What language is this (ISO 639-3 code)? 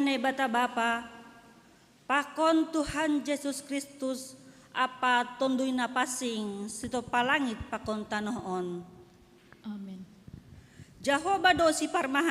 bts